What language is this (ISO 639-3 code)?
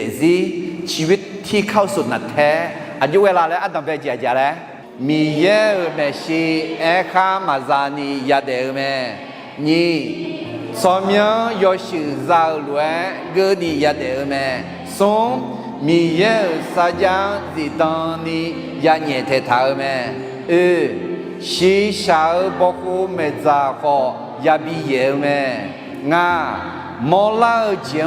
ahk